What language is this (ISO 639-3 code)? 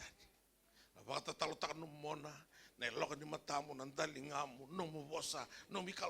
fij